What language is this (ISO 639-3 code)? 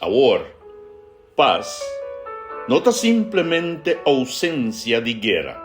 pap